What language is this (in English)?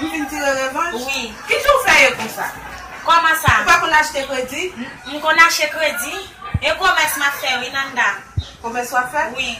Haitian Creole